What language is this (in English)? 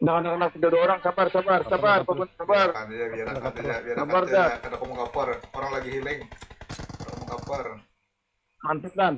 Banjar